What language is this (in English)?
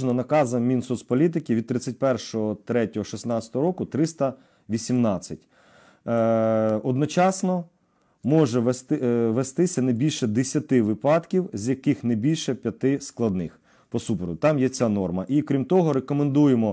Ukrainian